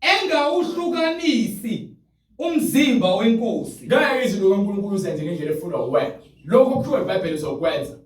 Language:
Zulu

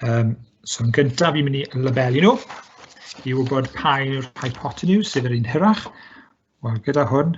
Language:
Welsh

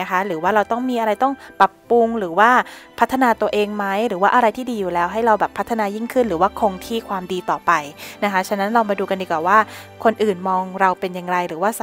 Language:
Thai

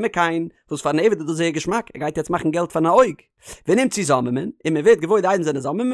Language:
Yiddish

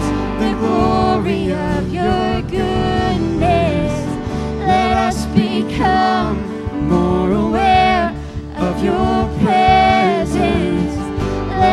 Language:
English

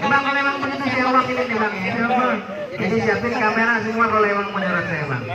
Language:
Betawi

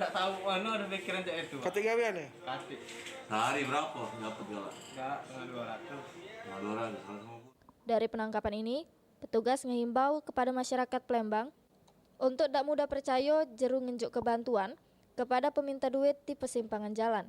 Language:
Musi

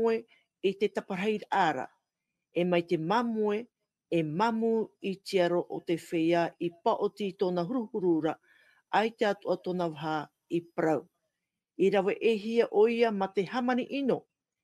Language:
Tahitian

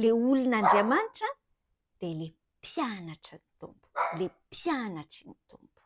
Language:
Malagasy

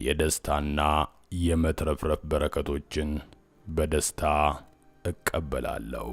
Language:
Amharic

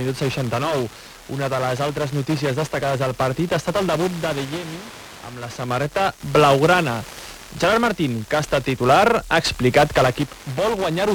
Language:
Catalan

